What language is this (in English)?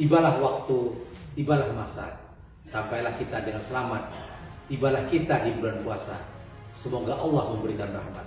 Banjar